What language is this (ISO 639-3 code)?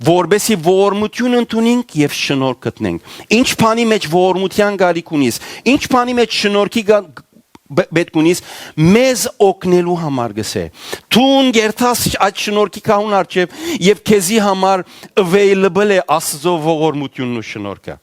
hyw